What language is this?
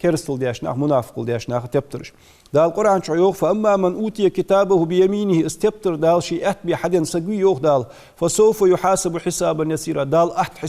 Ingush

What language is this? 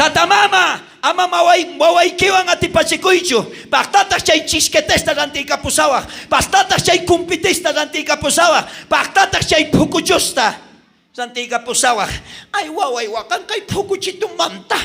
South Bolivian Quechua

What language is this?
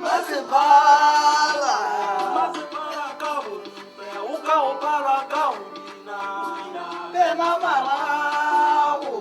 Tswana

